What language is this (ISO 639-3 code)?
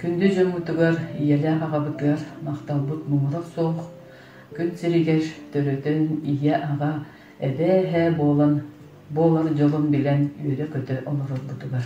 sah